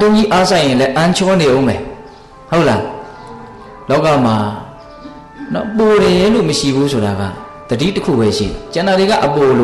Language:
Burmese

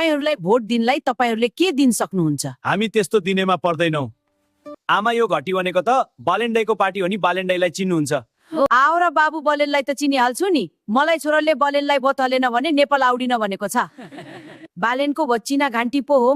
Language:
Nepali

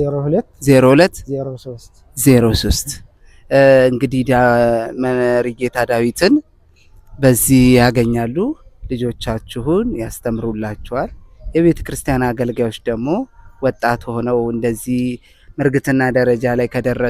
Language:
Amharic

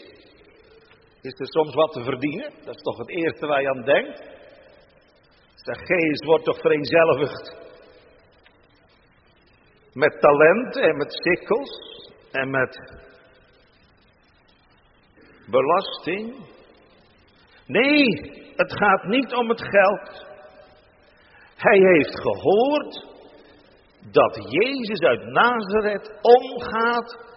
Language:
Dutch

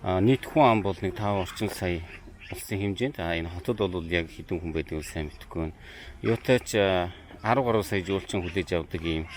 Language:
Mongolian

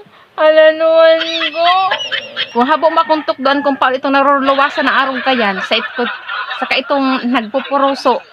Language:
Bikol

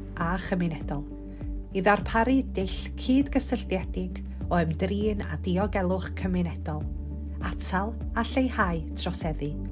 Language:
Welsh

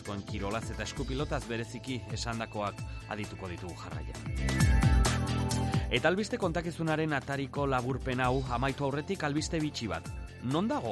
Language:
Basque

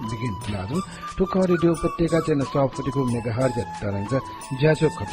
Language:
Newari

